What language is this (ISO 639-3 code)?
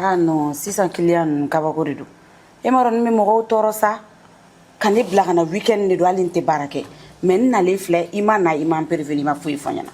bam